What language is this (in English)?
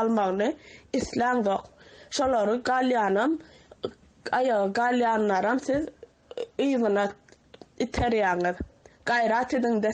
Turkmen